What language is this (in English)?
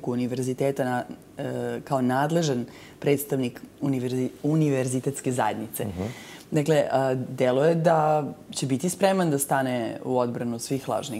Serbian